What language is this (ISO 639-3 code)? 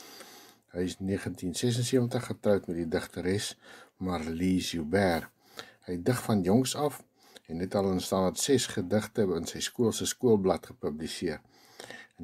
afr